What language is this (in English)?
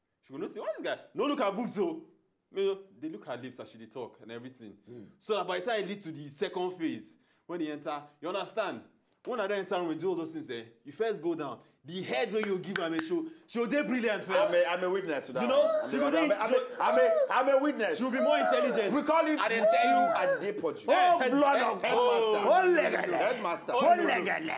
Nigerian Pidgin